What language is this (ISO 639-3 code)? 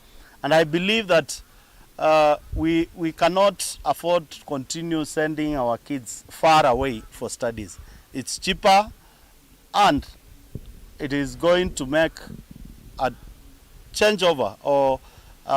kam